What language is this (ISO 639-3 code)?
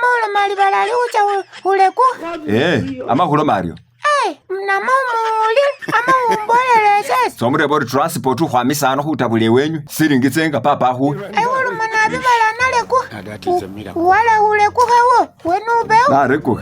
myx